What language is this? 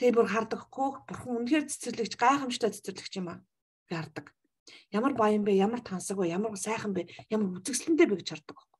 Mongolian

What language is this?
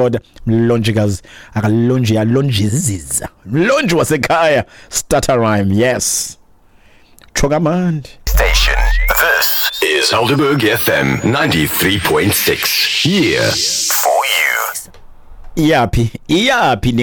Xhosa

